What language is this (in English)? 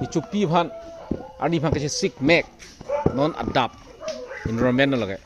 Karbi